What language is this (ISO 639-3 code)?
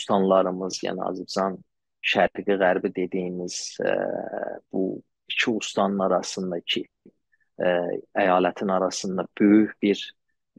azb